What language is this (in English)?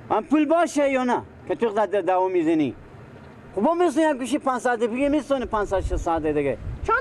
Persian